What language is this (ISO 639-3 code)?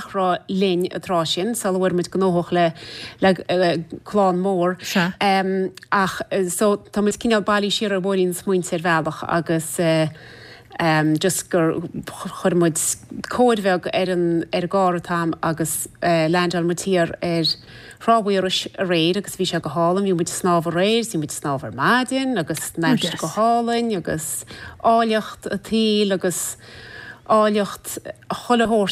gle